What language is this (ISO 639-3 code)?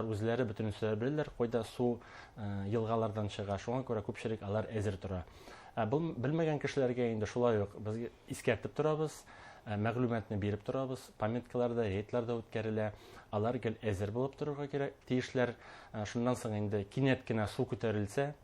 bak